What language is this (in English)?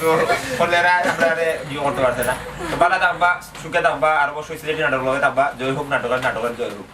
Sylheti